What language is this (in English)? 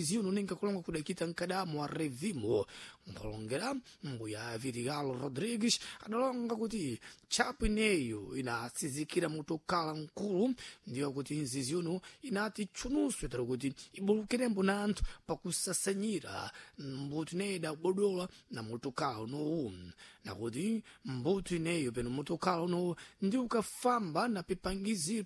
Sena